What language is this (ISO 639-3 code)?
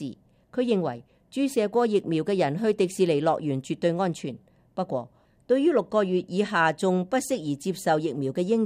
yue